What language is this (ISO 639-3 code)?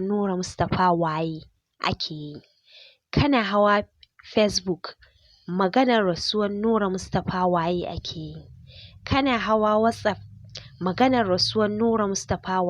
hau